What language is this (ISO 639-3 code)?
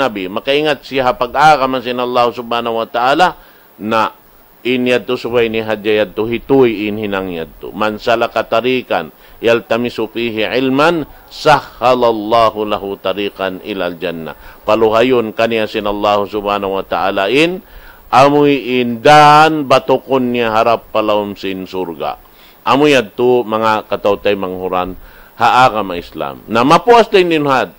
tsg